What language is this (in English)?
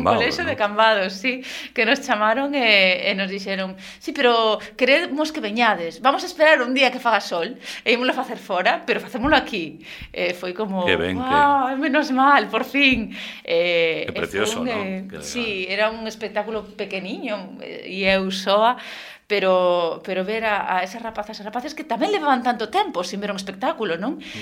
Galician